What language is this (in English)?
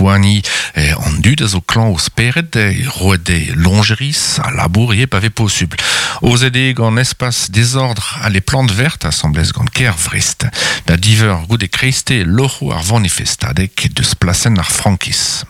Breton